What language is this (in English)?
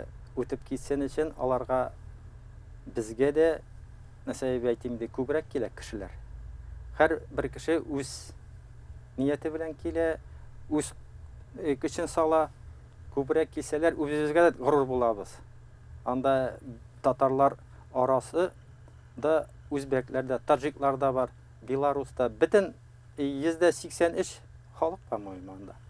Tatar